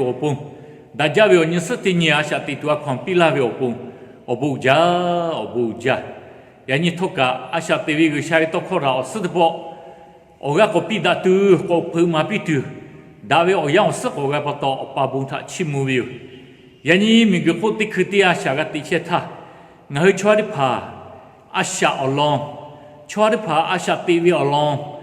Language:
Lahu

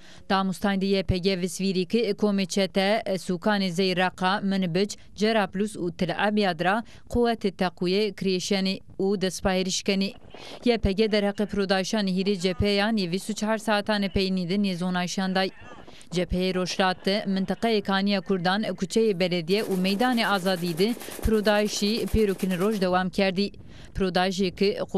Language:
Zaza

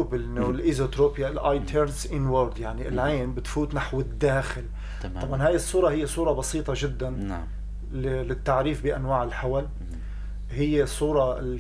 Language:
North Levantine Arabic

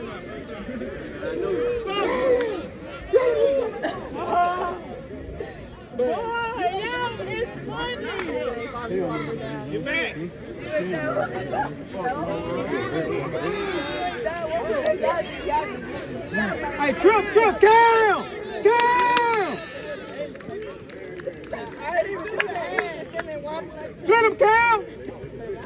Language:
English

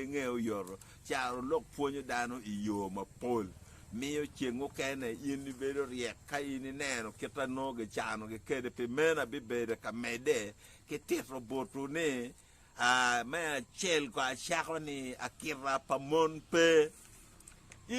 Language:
Acoli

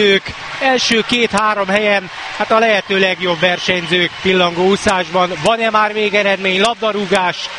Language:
Hungarian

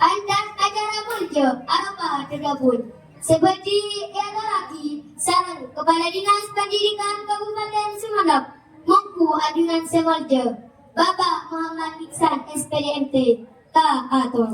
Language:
Madurese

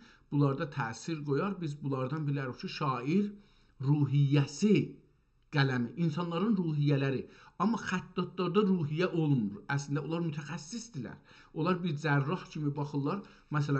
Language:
South Azerbaijani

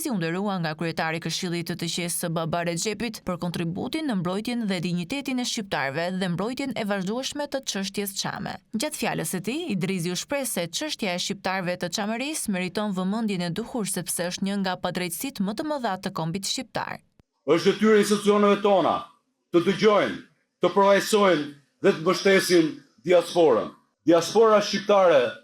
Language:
Albanian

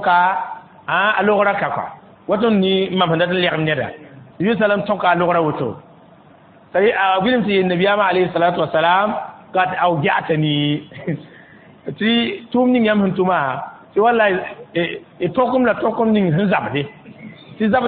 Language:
Mossi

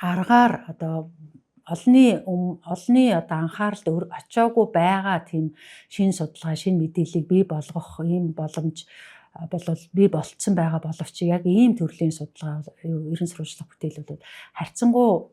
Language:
Mongolian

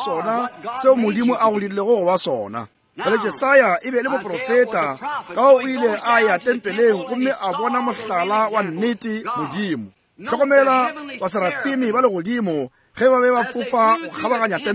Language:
Northern Sotho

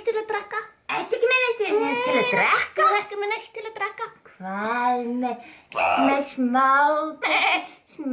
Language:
Icelandic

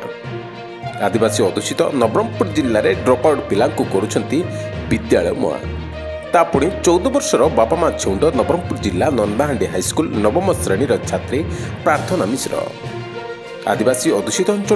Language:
Odia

